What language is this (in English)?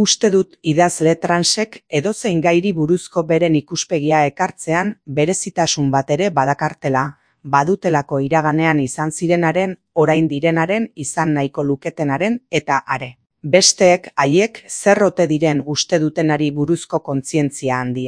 Basque